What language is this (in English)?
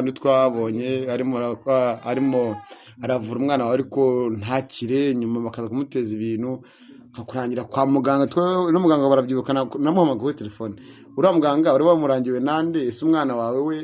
Kinyarwanda